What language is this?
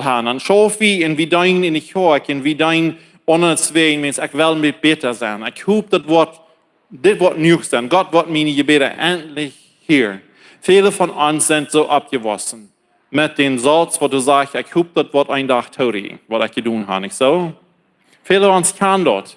Plautdietsch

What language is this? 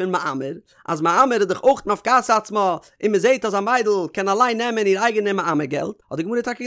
Yiddish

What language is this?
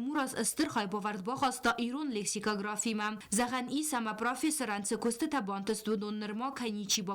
Ossetic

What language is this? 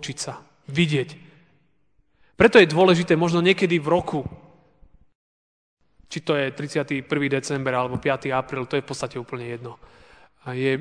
Slovak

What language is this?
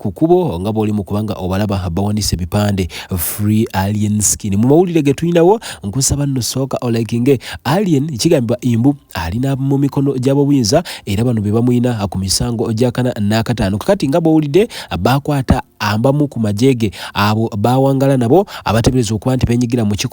Ganda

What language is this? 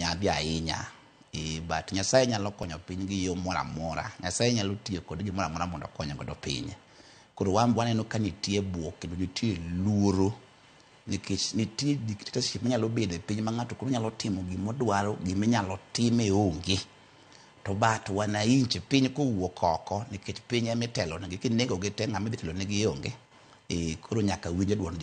Luo (Kenya and Tanzania)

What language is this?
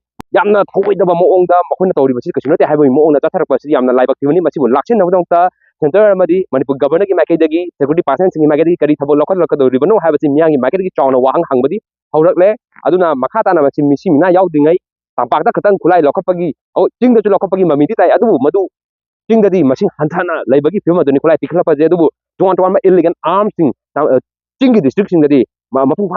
Manipuri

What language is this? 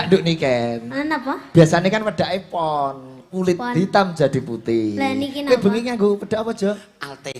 Javanese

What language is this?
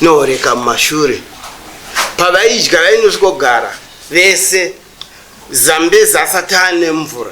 Shona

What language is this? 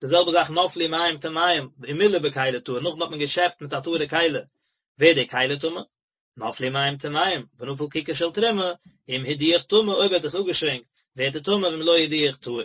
Yiddish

